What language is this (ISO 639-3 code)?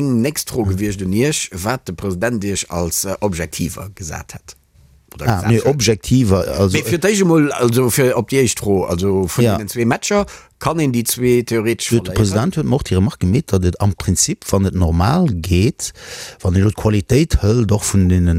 ltz